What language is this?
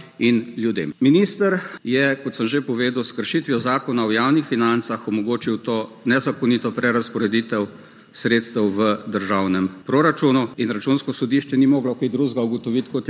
Slovenian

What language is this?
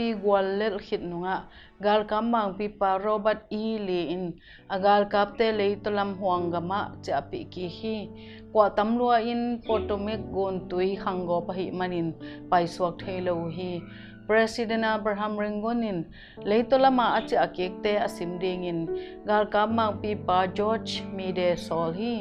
Tedim Chin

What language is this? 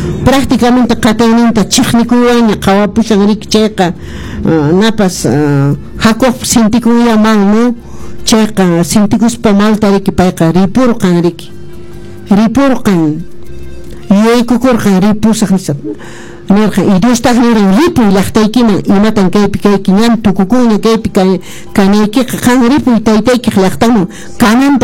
Quechua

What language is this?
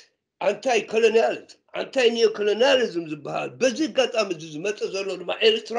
Tigrinya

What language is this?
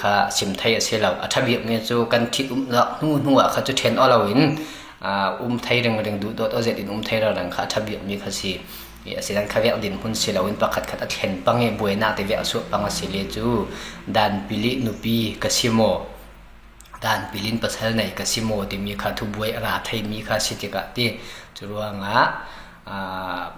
Falam Chin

